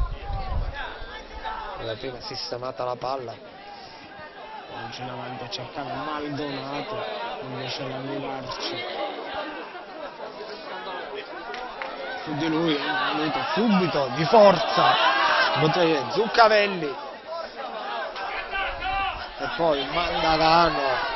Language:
Italian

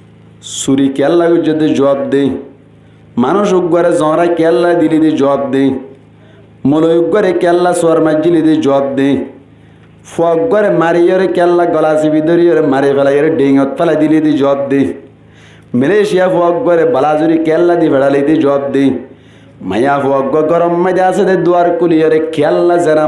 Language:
Rohingya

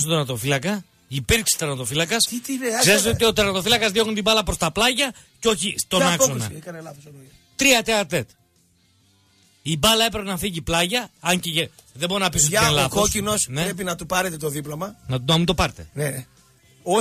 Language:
Greek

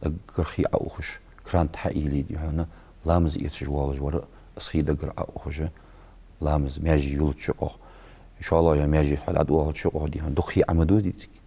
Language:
Ingush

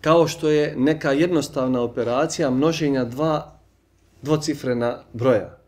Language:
Bosnian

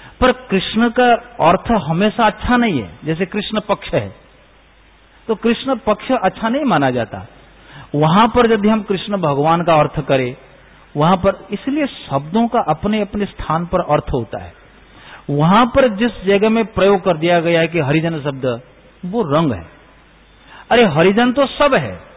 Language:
Hindi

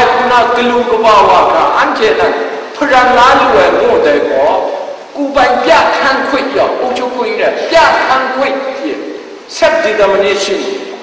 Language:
Kachin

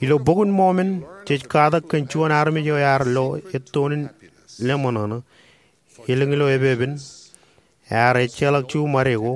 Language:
Marshallese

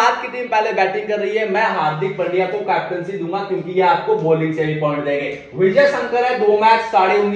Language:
Hindi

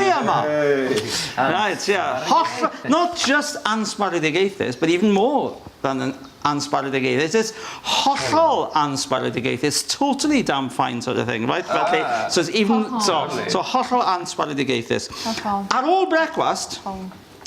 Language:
Welsh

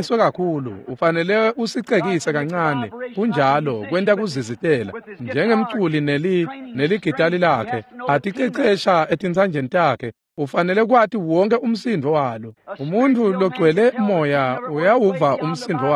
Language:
Swati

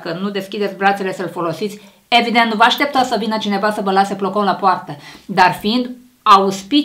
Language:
Romanian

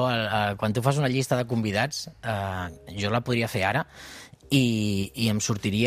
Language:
Catalan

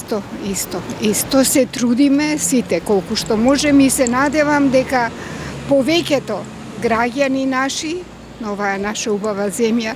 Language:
Macedonian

